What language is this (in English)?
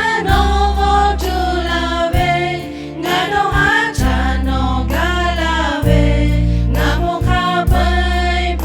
Lahu